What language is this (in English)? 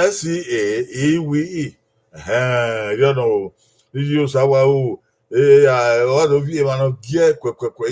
Bini